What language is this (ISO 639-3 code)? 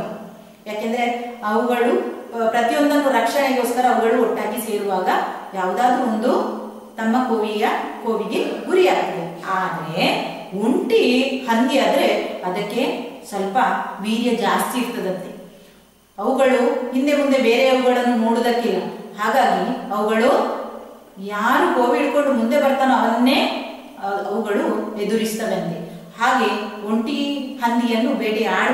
kan